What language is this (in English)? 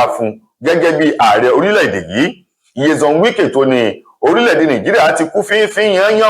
Yoruba